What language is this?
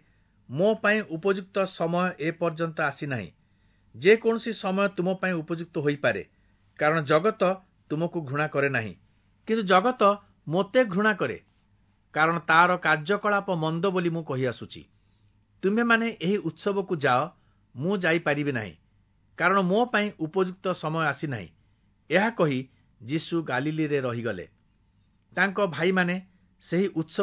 Odia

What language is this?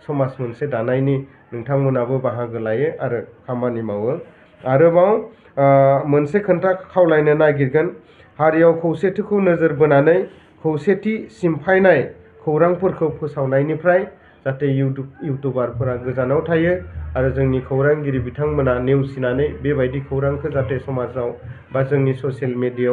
Bodo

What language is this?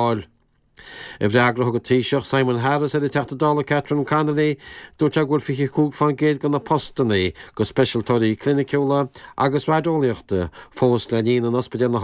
Irish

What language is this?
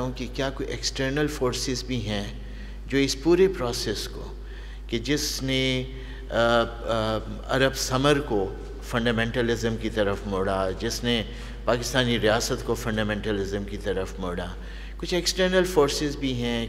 Urdu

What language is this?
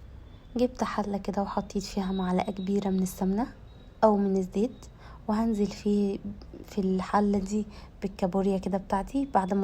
Egyptian Arabic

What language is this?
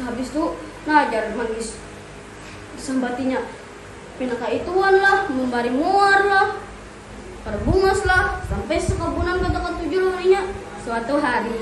Banjar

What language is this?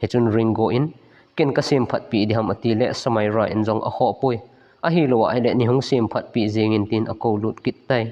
Thado Chin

